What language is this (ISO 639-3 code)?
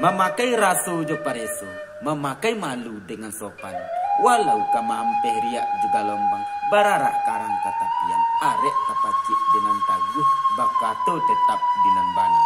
min